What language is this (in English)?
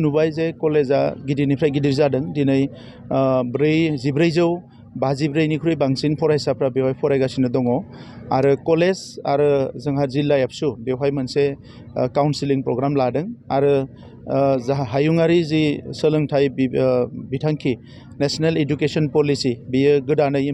Bodo